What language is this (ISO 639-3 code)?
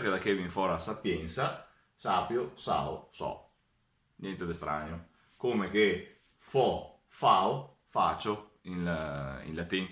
vec